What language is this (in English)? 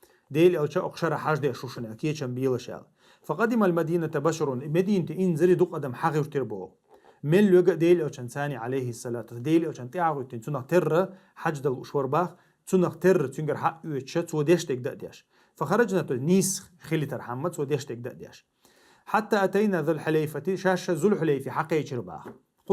Chechen